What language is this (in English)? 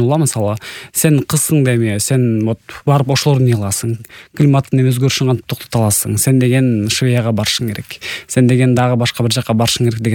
Kyrgyz